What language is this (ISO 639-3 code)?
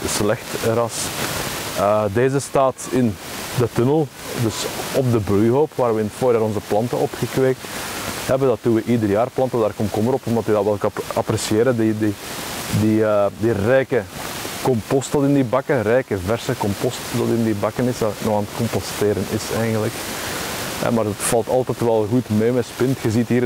nld